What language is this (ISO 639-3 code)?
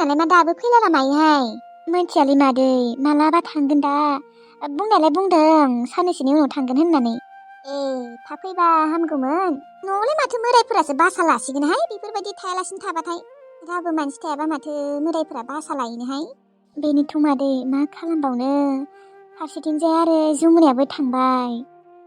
brx